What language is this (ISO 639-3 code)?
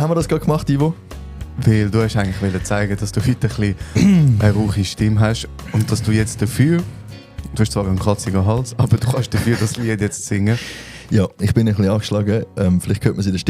gsw